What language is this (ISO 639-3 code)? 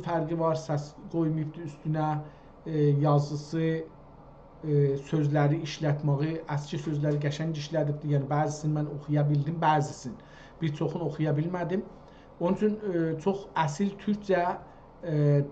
azb